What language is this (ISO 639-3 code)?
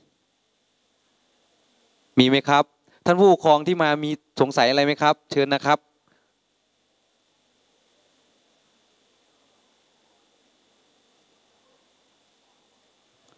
tha